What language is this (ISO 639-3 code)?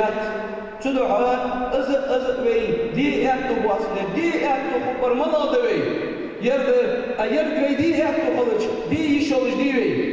inh